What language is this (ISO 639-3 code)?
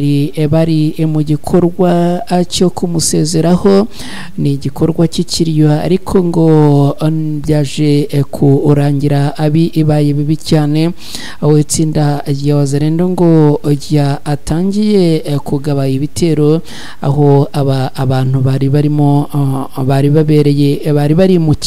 kin